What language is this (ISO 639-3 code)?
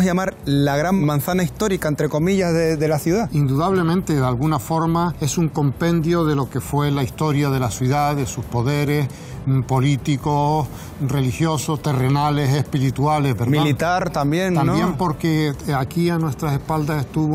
spa